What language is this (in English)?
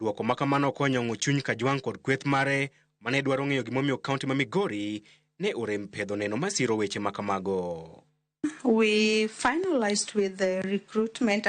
Luo (Kenya and Tanzania)